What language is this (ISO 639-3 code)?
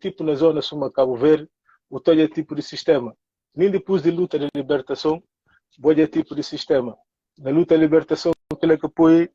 kea